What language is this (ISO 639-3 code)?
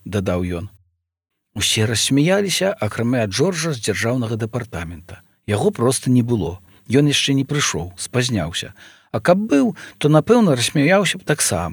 bel